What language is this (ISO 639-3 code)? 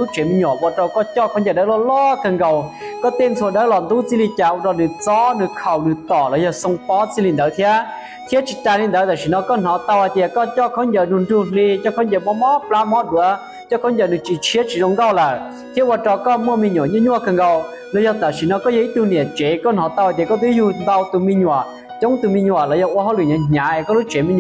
hmn